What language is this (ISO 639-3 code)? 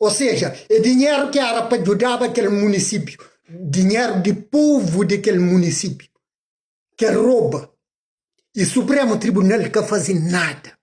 kea